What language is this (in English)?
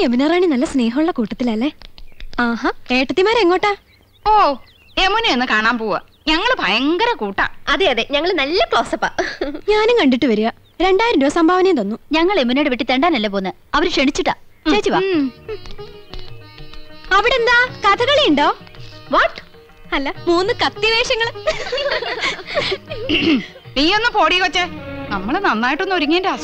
Malayalam